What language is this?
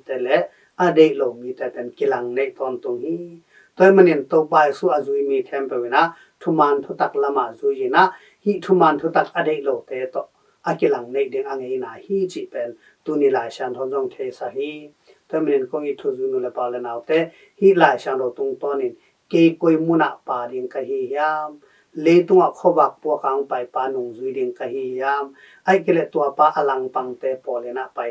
Tedim Chin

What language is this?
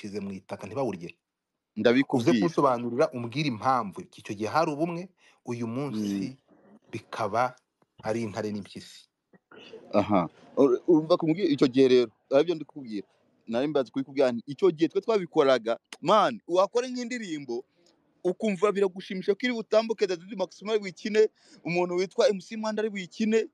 Kinyarwanda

